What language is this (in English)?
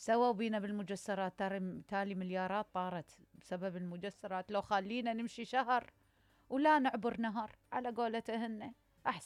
Mesopotamian Arabic